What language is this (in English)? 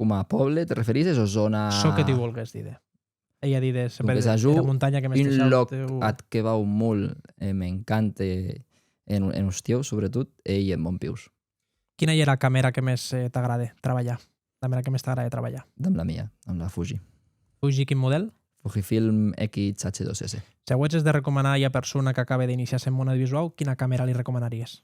Occitan